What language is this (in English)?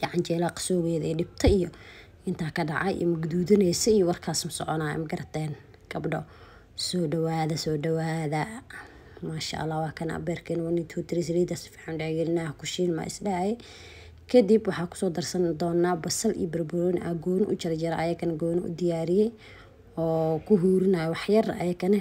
Somali